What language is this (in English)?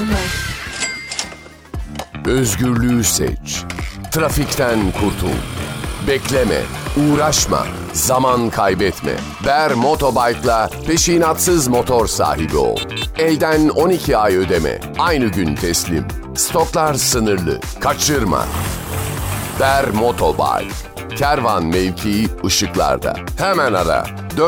Turkish